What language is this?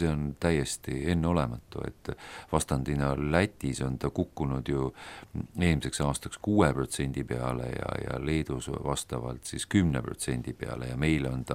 Estonian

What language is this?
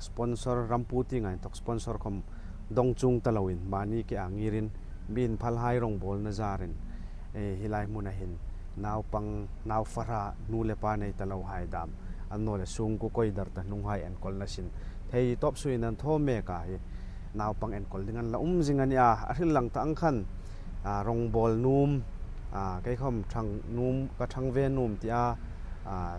Hmar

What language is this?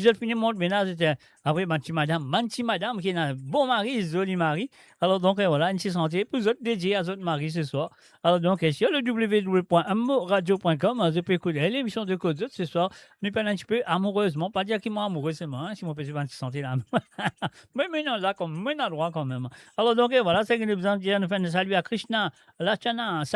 Morisyen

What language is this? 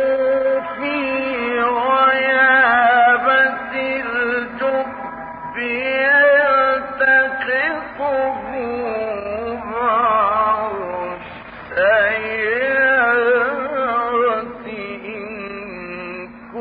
Arabic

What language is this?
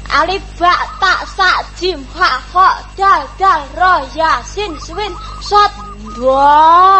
Javanese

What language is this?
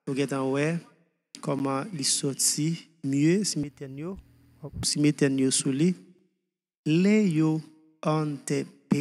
Haitian Creole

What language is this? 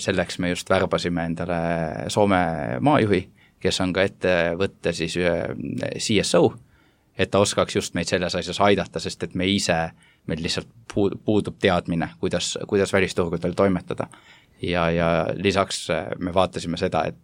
Estonian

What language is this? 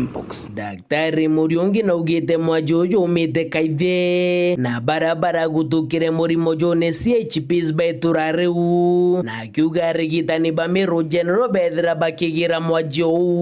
Meru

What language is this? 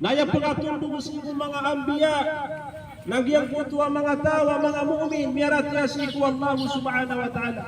Maranao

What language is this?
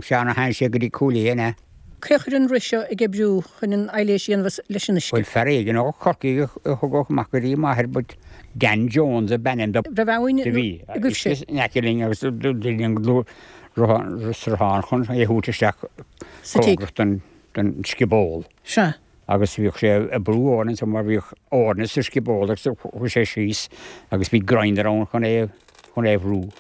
Irish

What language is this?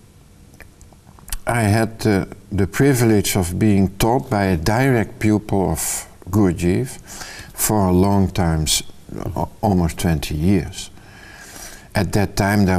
English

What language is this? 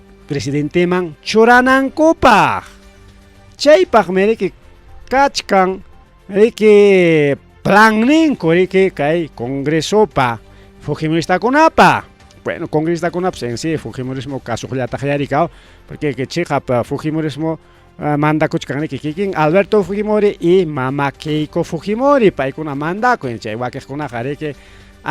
Ayacucho Quechua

